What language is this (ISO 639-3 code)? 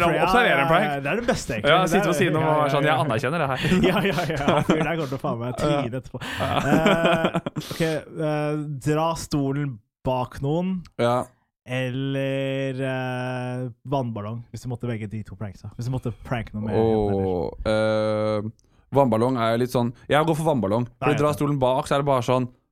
nor